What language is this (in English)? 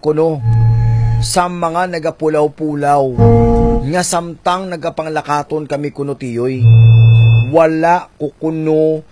Hiligaynon